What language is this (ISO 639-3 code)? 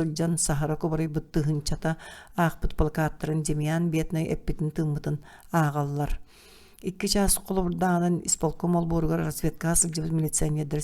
sah